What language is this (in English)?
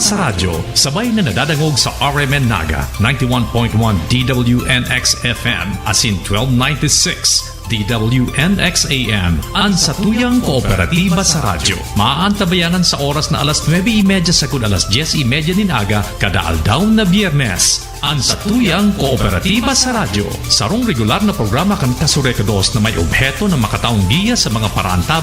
Bikol